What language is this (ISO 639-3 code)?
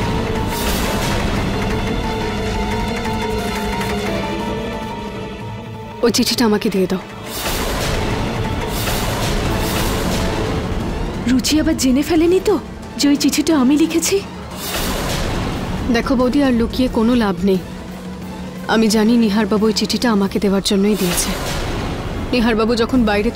ben